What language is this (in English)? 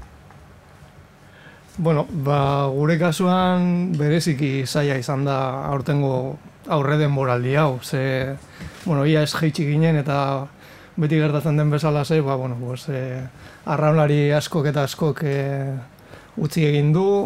Basque